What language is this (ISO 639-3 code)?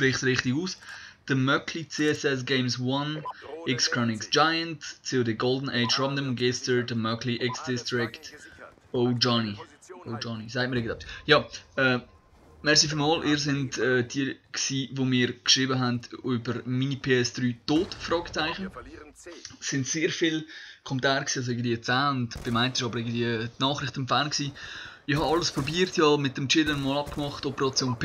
gsw